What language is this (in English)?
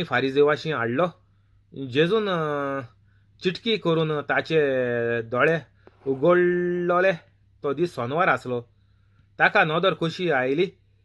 Konkani